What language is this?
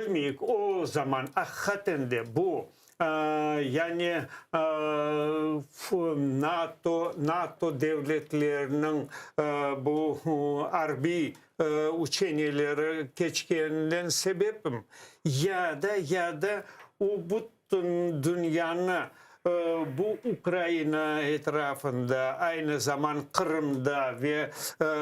Crimean Tatar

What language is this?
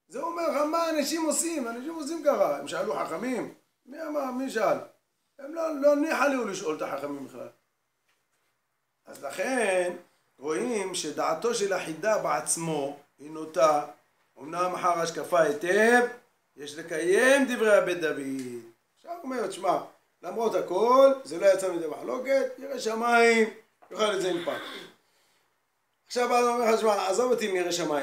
Hebrew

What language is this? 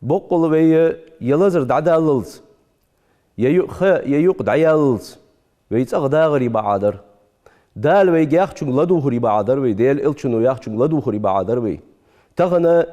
Ingush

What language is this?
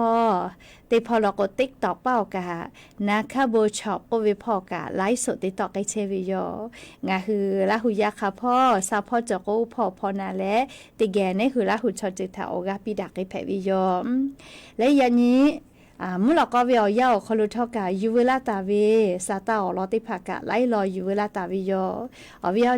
Lahu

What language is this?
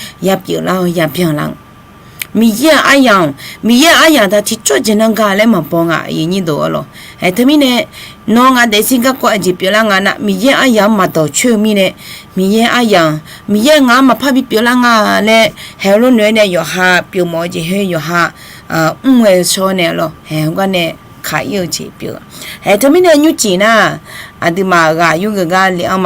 Akha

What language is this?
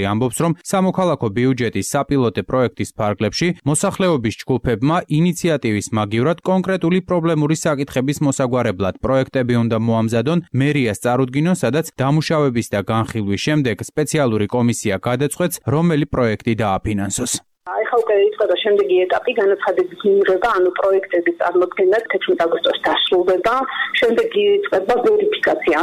Georgian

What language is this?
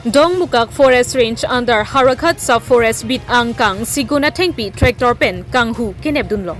Karbi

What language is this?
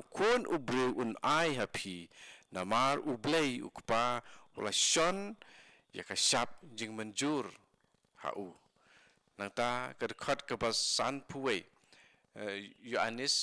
Khasi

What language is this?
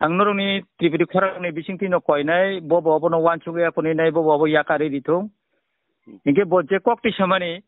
Kok Borok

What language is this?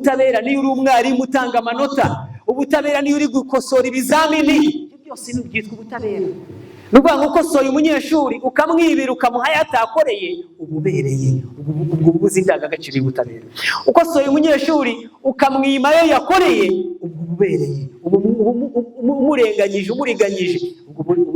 Kinyarwanda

